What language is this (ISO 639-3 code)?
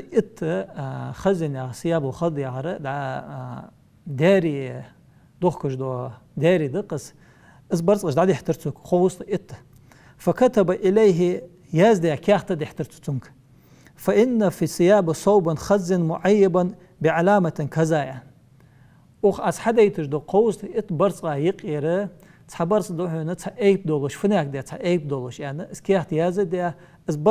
inh